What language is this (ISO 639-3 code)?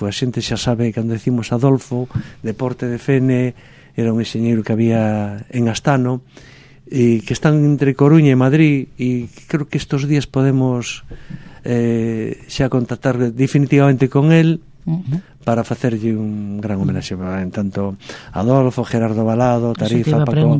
glg